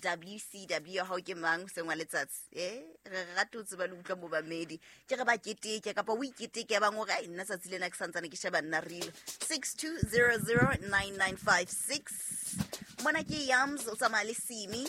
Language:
Southern Sotho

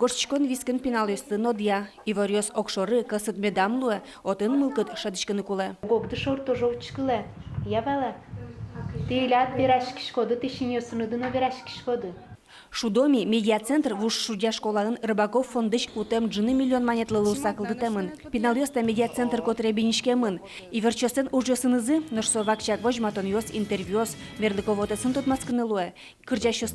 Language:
Udmurt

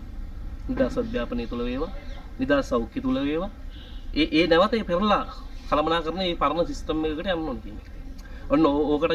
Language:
Sinhala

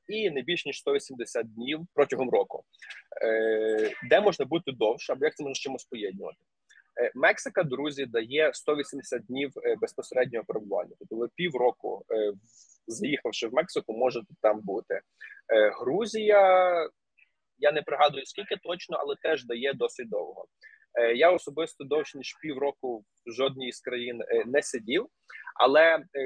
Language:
Ukrainian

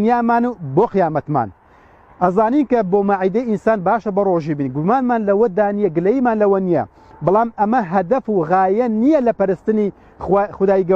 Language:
Central Kurdish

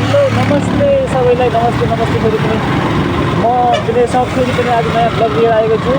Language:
Nepali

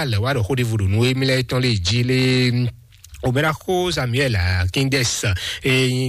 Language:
Fon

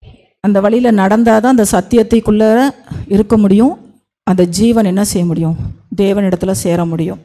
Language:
Tamil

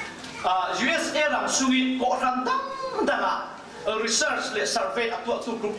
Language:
Falam Chin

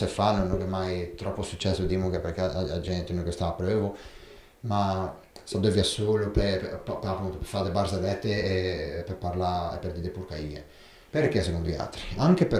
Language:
Ligurian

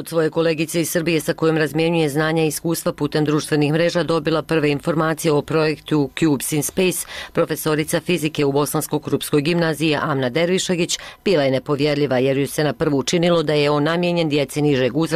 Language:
Bosnian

